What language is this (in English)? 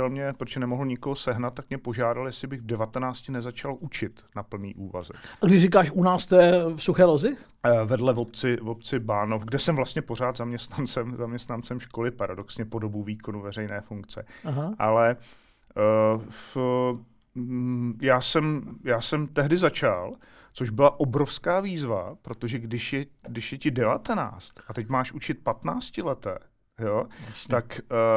Czech